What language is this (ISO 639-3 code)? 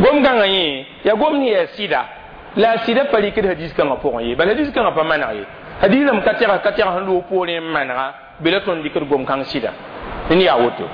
mos